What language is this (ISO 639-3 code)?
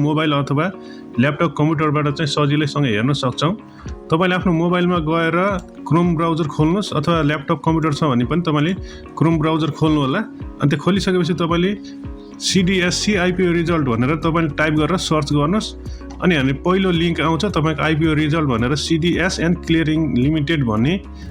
nep